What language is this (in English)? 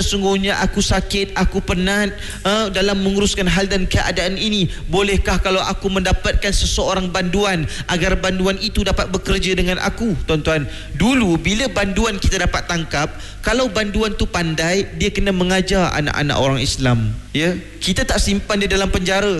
Malay